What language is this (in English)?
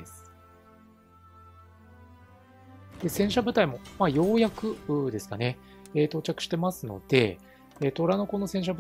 Japanese